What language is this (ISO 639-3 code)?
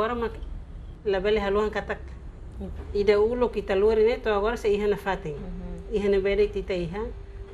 tet